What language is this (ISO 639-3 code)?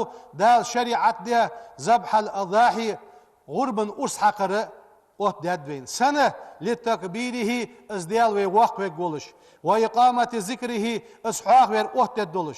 inh